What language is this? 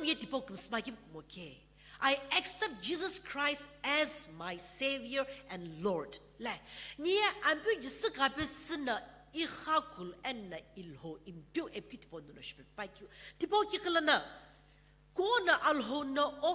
Sumi Naga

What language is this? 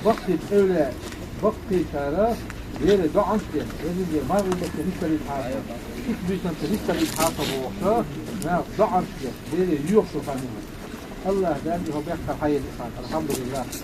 Chechen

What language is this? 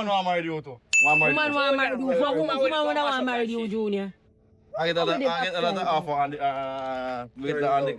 Jamaican Creole English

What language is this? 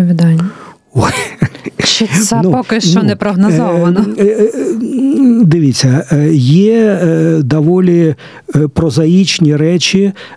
Ukrainian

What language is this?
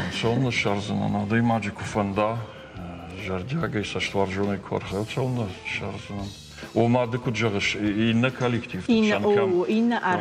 Ossetic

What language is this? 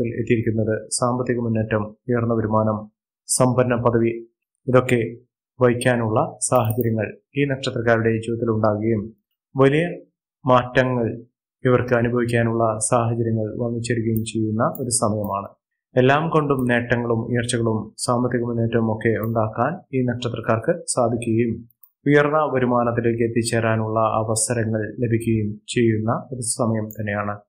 Malayalam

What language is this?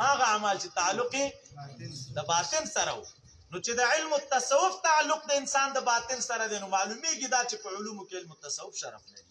Pashto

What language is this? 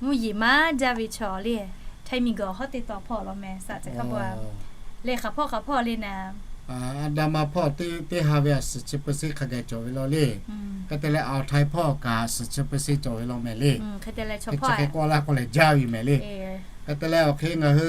Lahu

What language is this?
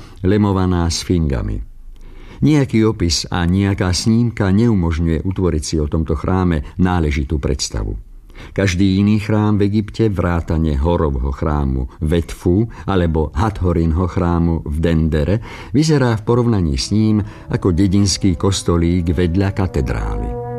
Slovak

